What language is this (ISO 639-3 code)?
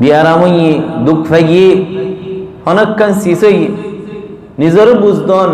rhg